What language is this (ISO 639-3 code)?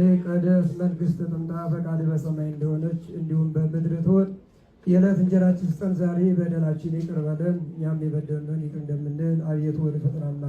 amh